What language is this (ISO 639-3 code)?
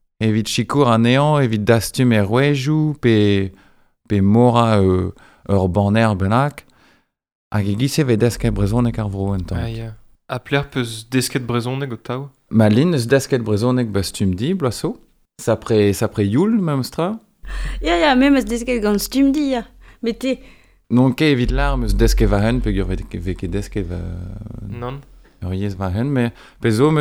bre